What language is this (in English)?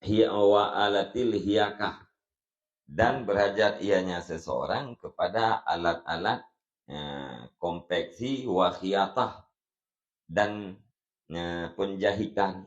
Achinese